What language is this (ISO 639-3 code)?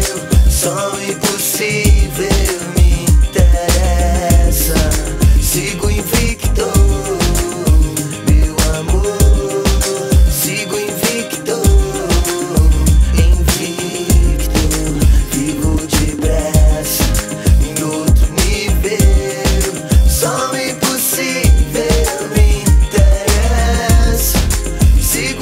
por